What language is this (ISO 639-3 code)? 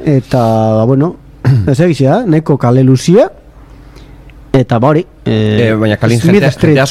eus